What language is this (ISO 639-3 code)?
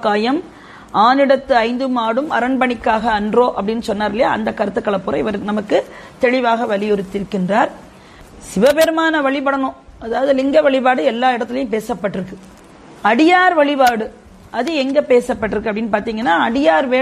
tam